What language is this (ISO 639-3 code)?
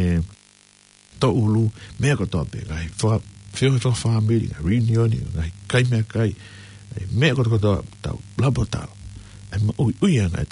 ton